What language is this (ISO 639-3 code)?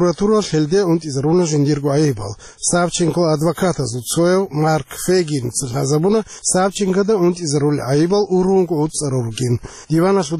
ava